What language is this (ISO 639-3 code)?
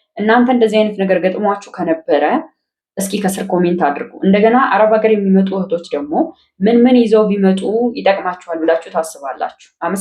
amh